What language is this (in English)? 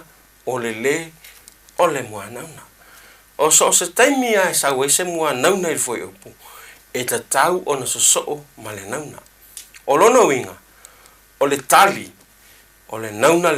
Samoan